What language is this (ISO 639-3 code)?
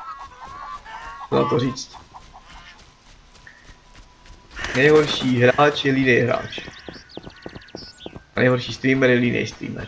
ces